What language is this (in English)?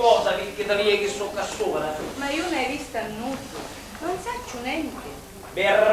Sicilian